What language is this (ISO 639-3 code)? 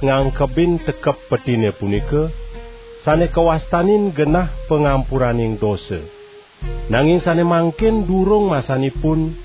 ban